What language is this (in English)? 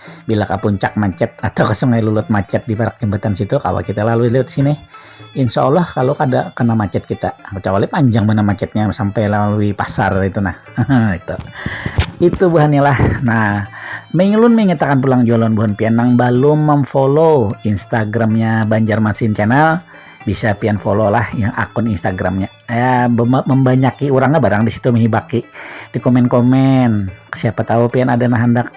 Banjar